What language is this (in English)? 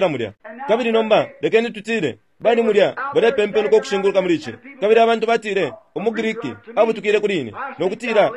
Bemba